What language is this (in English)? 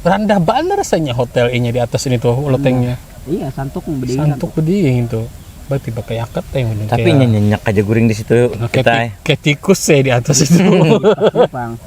Banjar